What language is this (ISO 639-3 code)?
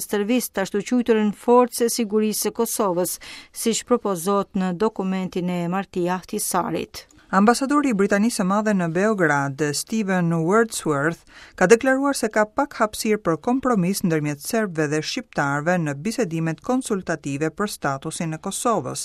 sqi